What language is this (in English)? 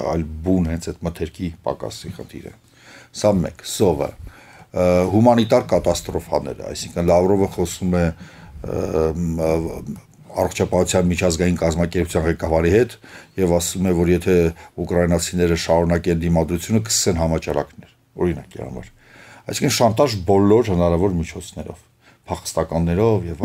Armenian